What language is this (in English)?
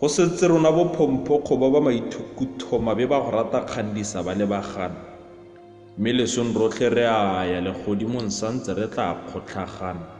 Tswana